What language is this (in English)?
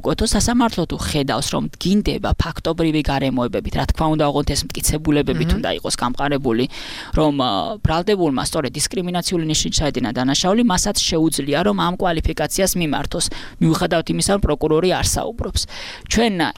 Georgian